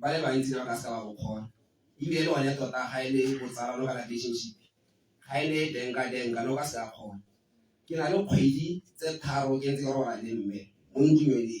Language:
Tswana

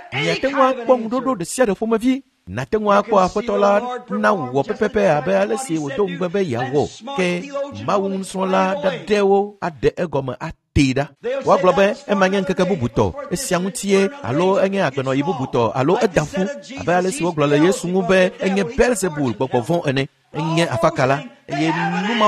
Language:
Ewe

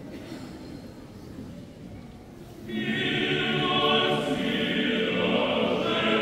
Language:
Romanian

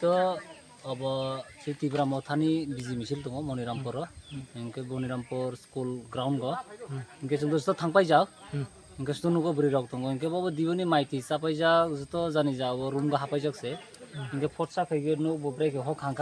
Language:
Kok Borok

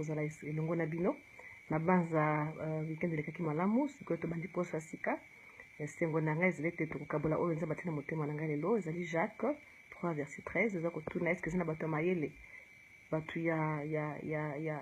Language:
Lingala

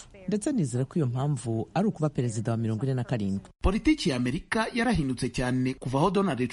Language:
Kinyarwanda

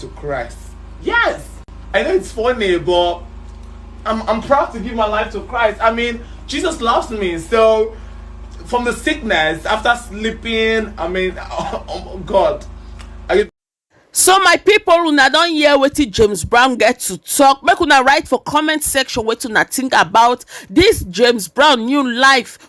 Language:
Nigerian Pidgin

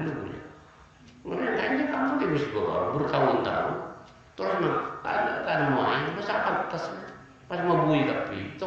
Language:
Madurese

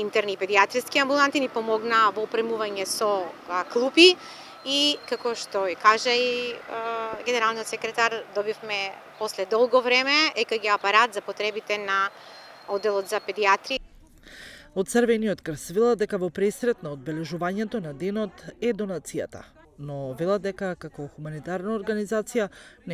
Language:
Macedonian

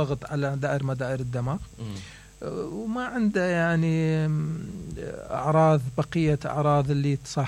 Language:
Mesopotamian Arabic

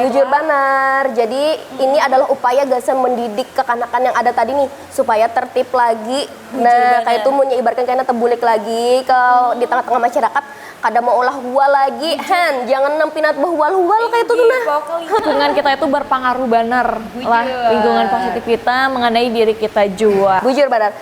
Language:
Banjar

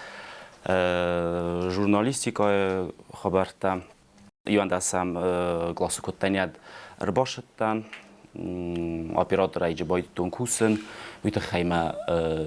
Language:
Ossetic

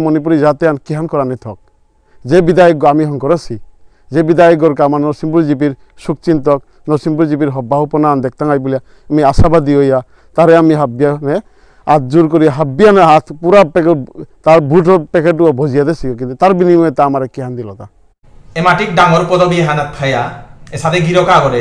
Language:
Bishnupriya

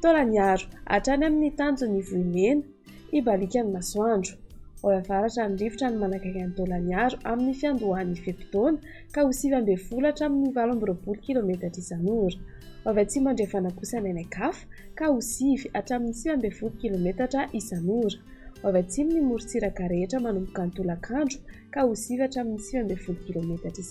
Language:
Malagasy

